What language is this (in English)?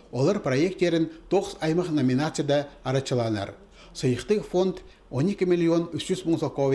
Khakas